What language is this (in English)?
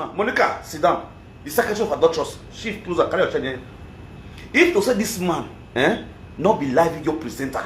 Nigerian Pidgin